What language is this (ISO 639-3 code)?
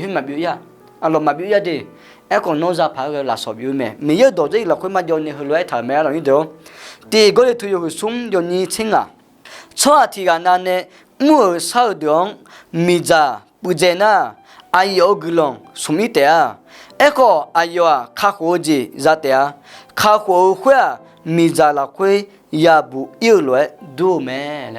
ahk